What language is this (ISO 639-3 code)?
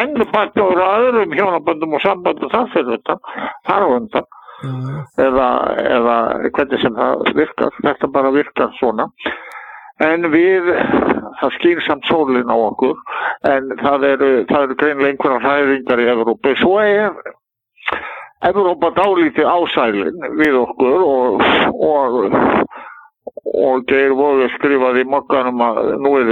isl